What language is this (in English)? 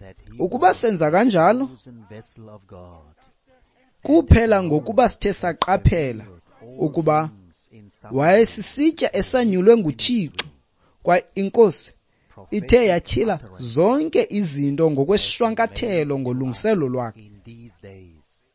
Xhosa